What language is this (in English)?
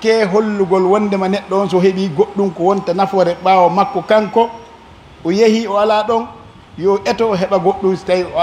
Pular